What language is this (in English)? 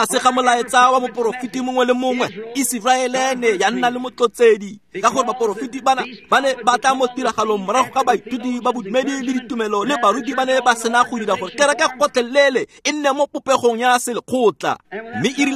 Tswana